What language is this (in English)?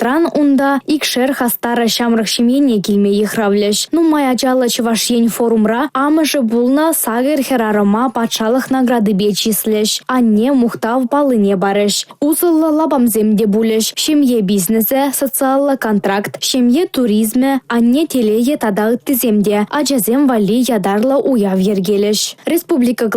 Chuvash